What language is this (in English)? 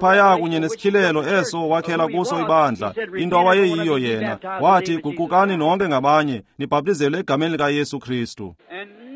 Xhosa